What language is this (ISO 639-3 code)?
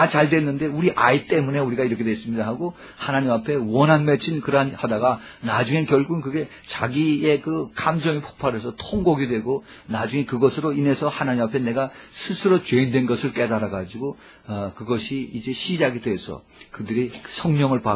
kor